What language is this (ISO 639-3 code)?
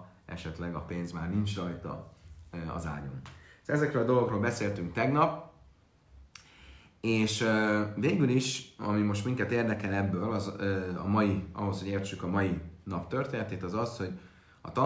hun